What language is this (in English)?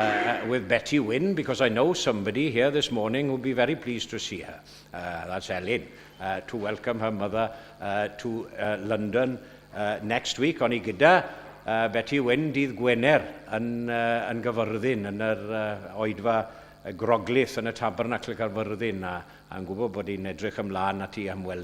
Welsh